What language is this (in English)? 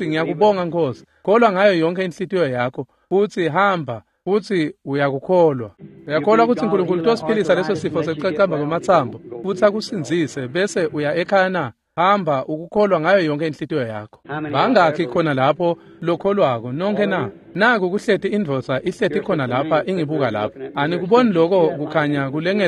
Swati